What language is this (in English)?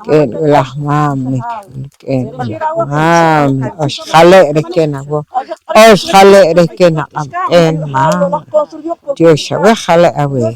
Poqomchi'